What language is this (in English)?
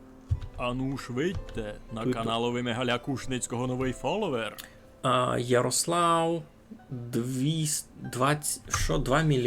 Rusyn